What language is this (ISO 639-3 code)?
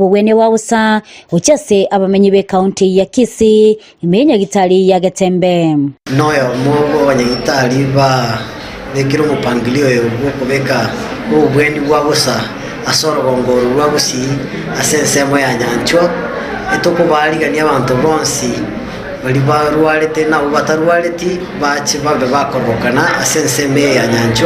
guz